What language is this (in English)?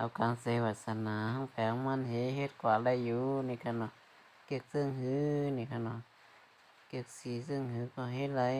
Shan